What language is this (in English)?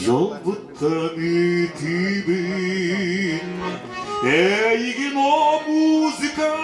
Yakut